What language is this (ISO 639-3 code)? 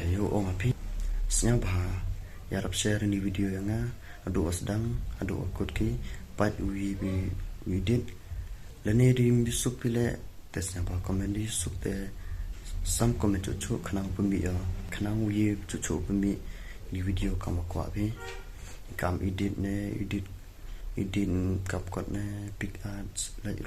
kha